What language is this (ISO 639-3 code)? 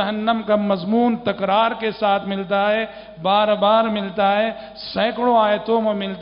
urd